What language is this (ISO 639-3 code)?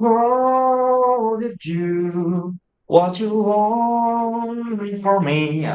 bjn